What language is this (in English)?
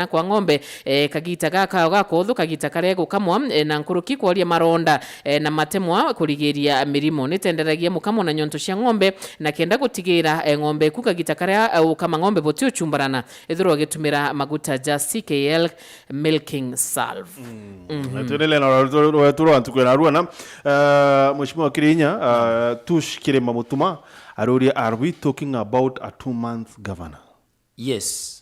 Meru